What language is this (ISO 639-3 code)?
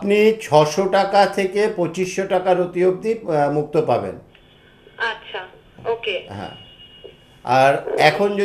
ben